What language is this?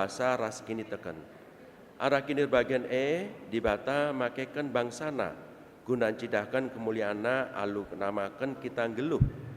Batak Karo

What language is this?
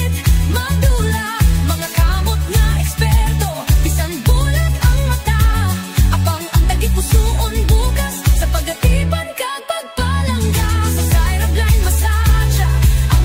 Hiligaynon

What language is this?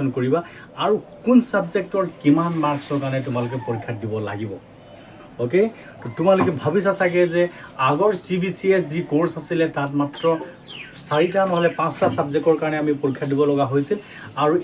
Assamese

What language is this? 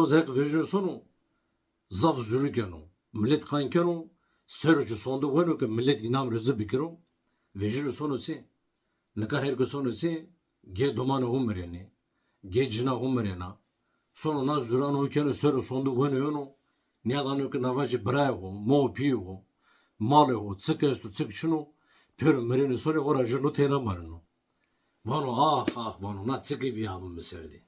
Zaza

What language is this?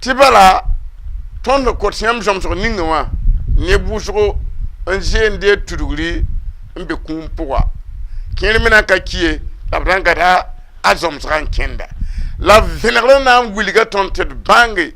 Mossi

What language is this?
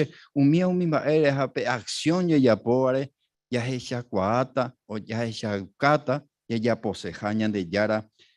Guarani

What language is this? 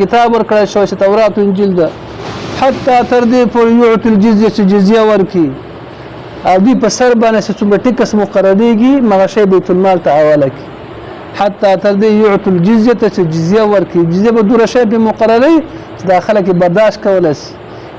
Pashto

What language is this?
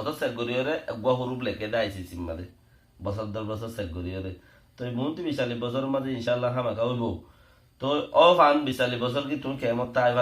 Rohingya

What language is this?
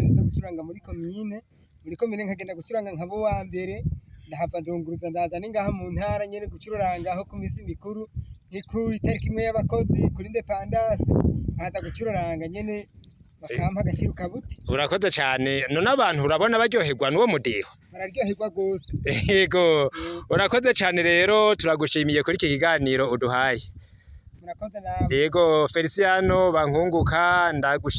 Rundi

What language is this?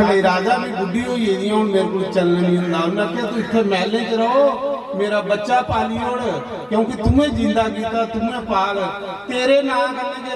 Dogri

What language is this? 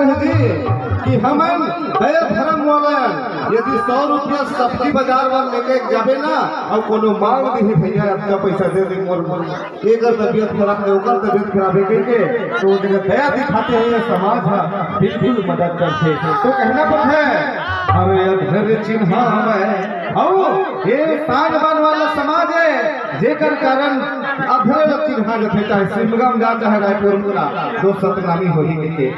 Chhattisgarhi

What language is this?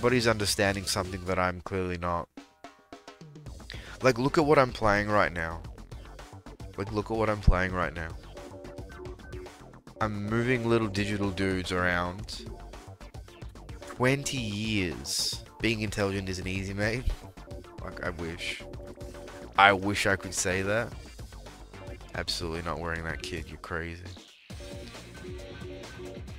English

